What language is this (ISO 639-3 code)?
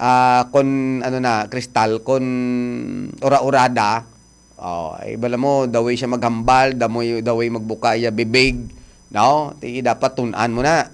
hil